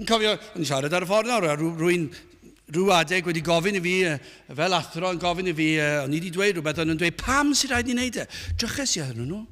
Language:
Welsh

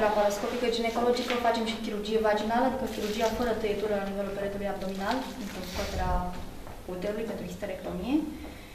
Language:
Romanian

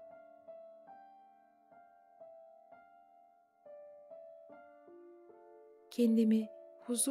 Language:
Turkish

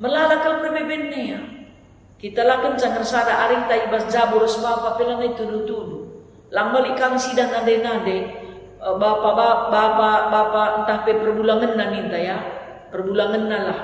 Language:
Batak Karo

